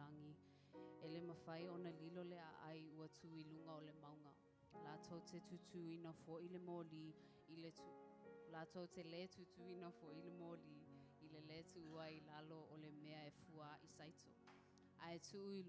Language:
Samoan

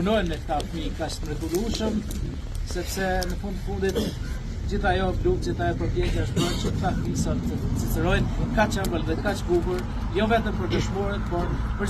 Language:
Albanian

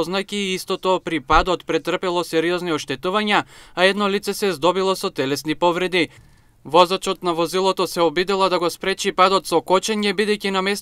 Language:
Macedonian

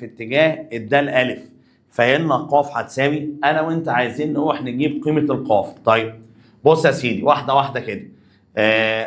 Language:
Egyptian Arabic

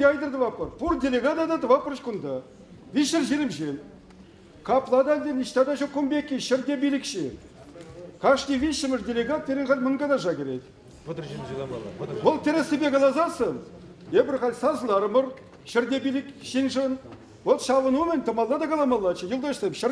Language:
Chuvash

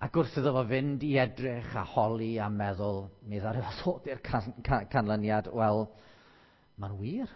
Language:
Welsh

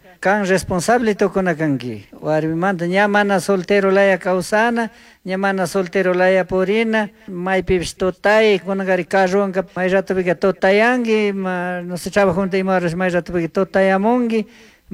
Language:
Chimborazo Highland Quichua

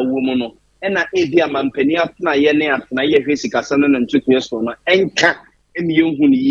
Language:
Akan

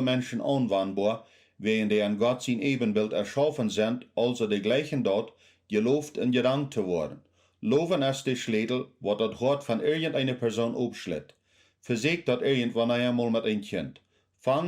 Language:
Plautdietsch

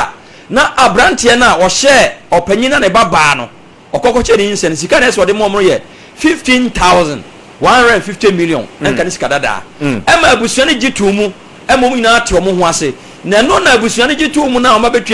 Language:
Akan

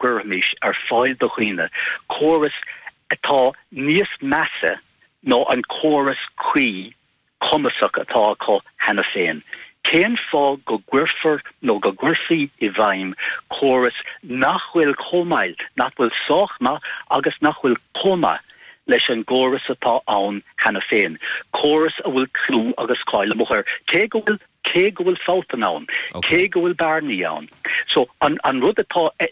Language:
Irish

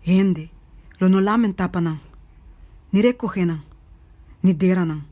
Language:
Papiamento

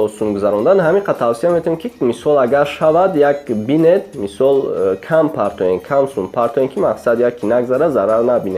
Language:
Tajik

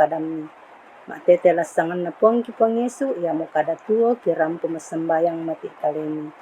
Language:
Toraja-Sa'dan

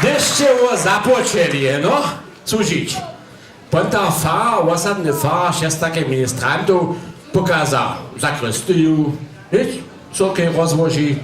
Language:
Upper Sorbian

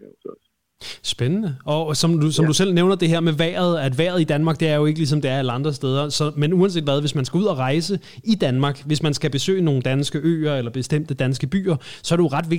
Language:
Danish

